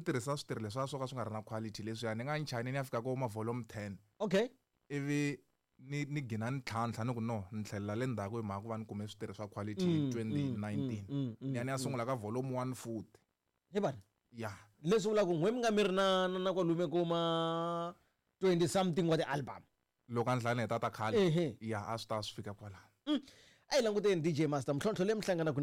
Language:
Tsonga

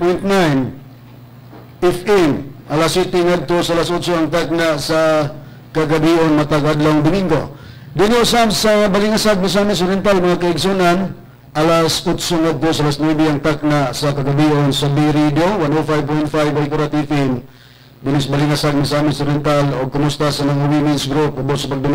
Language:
Cebuano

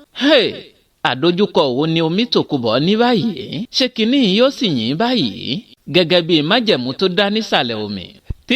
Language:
Yoruba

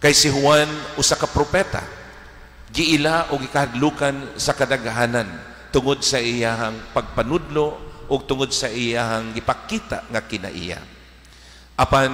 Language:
Cebuano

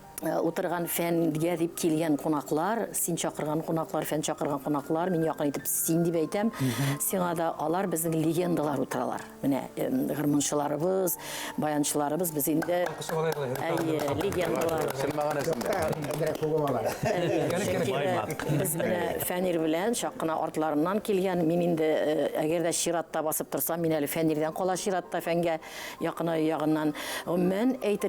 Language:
Bashkir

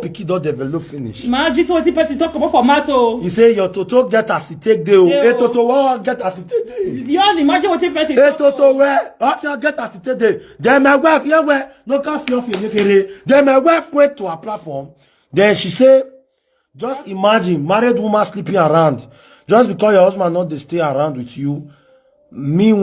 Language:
Nigerian Pidgin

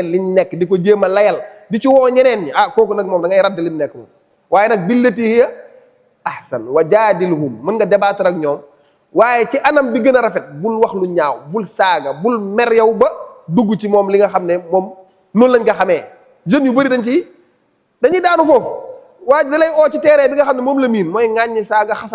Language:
Wolof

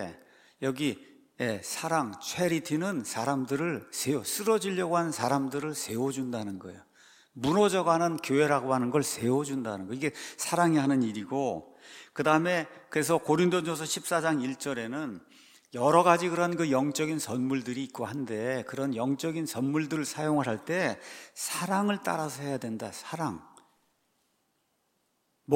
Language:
Korean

